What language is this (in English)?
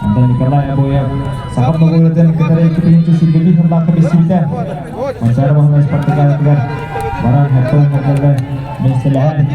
Yakut